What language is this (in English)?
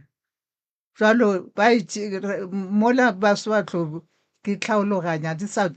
Northern Sotho